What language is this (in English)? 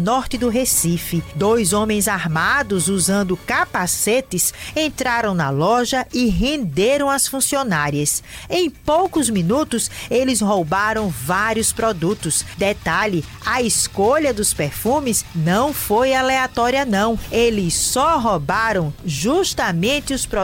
Portuguese